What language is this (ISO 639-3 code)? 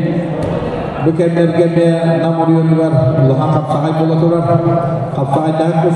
sah